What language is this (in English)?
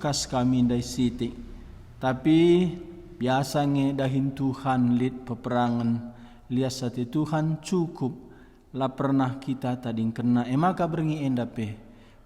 Batak Karo